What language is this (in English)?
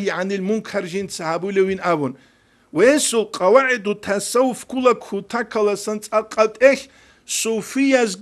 Avaric